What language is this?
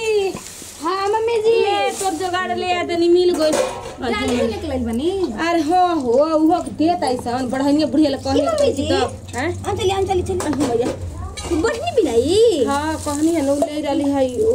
Bhojpuri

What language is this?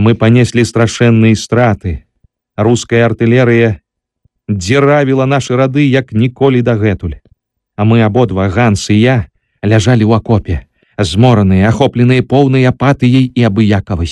Belarusian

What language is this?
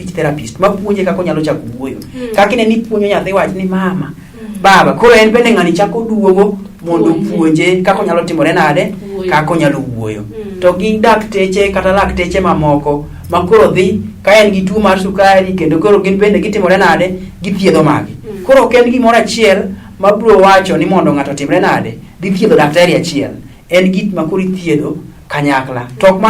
Luo (Kenya and Tanzania)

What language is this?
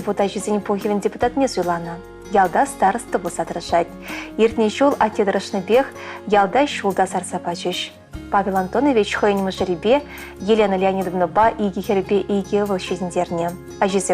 Chuvash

